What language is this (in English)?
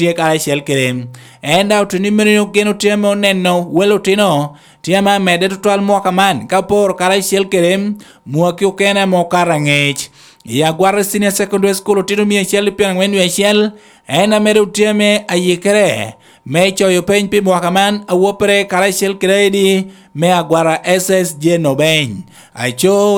Lango (Uganda)